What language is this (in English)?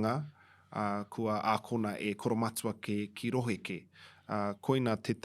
Māori